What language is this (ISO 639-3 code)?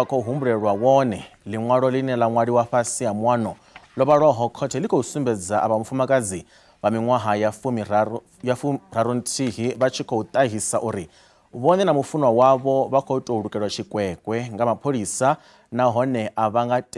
ven